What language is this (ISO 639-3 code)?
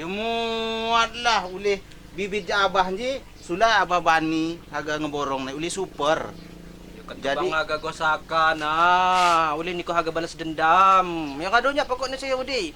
ljp